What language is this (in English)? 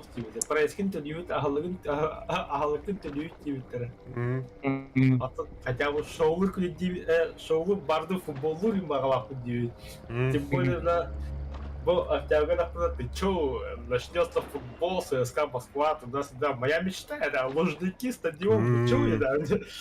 Yakut